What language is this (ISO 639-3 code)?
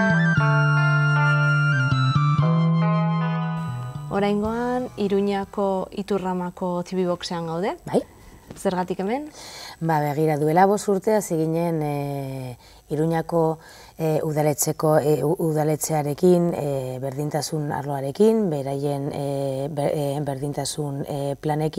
eus